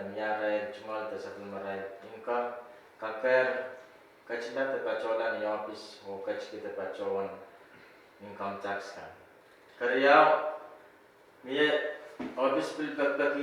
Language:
Pohnpeian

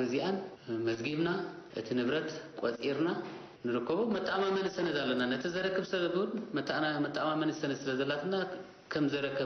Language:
Tigrinya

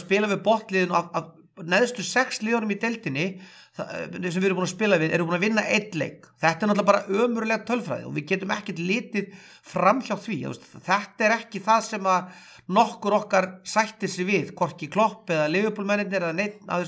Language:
Icelandic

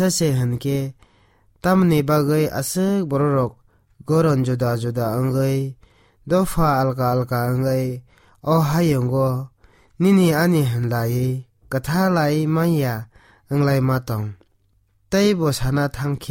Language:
Kok Borok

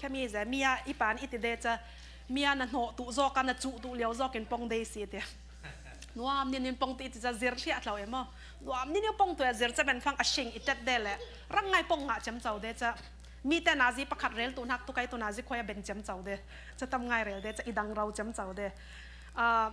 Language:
Falam Chin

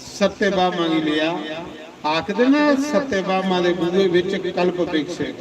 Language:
Dogri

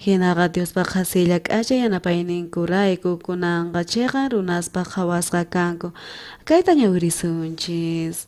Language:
South Bolivian Quechua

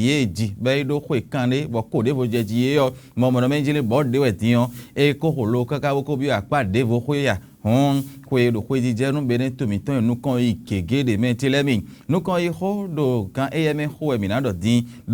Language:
Fon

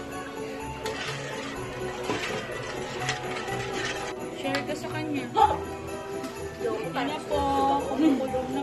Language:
Filipino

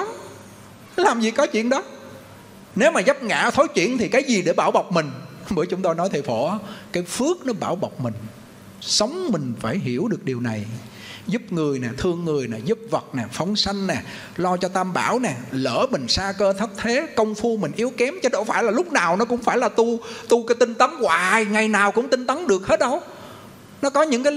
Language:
Vietnamese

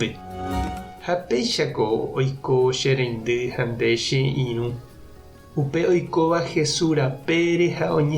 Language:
Guarani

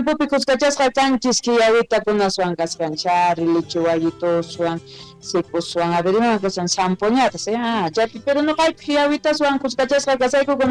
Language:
South Bolivian Quechua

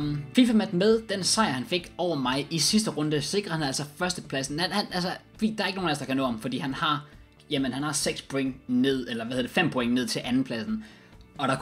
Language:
Danish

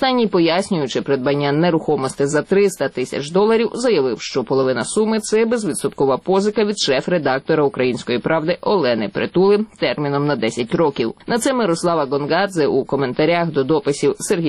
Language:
Ukrainian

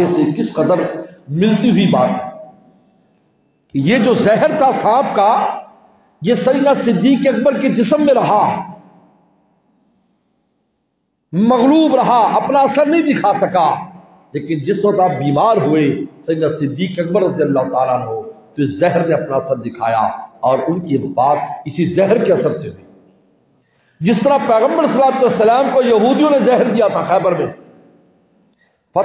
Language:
Urdu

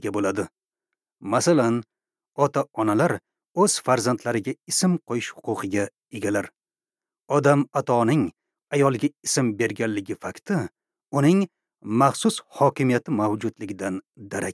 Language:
Uzbek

